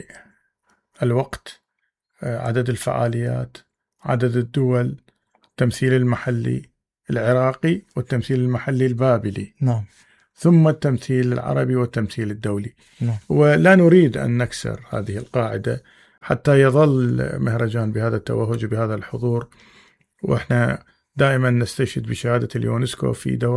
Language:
Mesopotamian Arabic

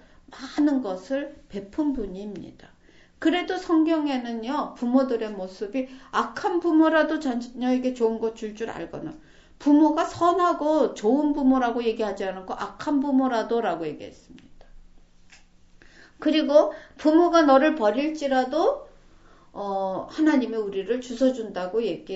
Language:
Korean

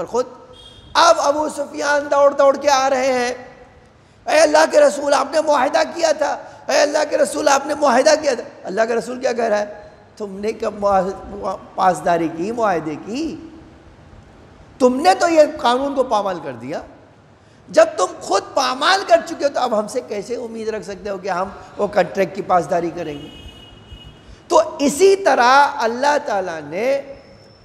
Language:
Urdu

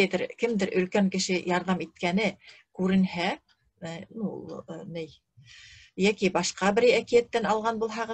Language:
Bashkir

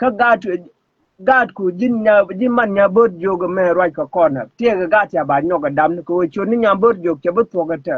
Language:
Nuer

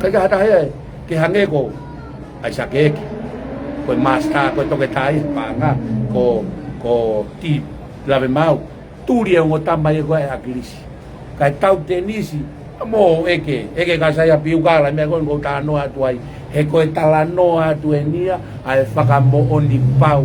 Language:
Tongan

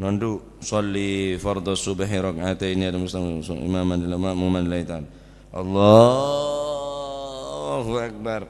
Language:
Madurese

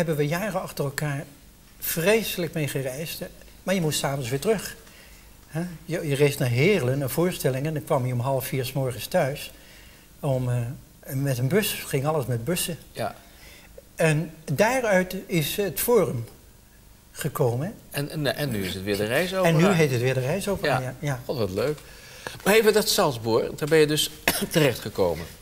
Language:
Dutch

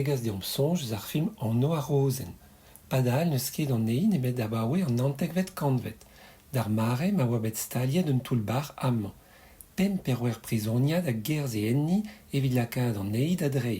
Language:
Breton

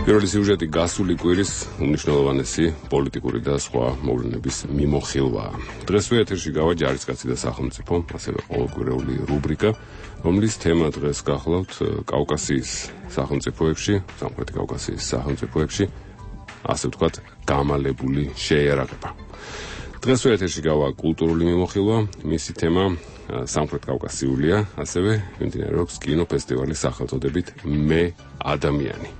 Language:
Georgian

